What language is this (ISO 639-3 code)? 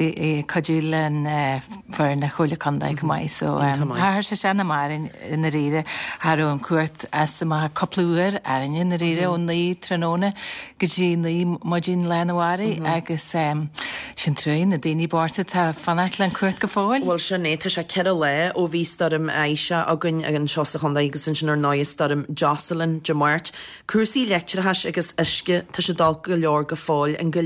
gle